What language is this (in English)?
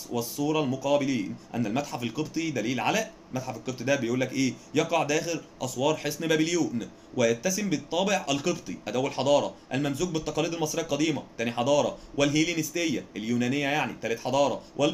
Egyptian Arabic